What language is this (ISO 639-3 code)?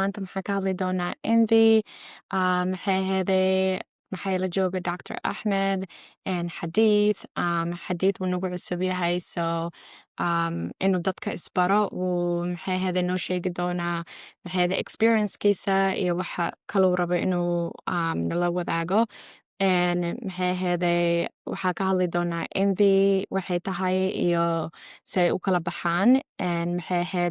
som